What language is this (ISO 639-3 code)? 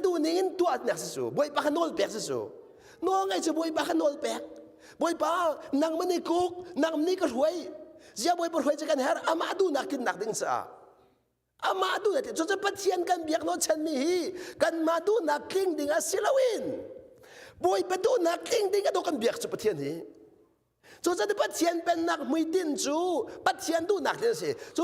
cnh